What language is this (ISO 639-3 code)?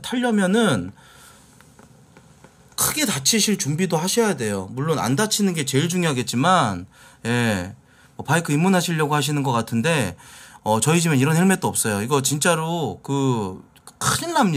kor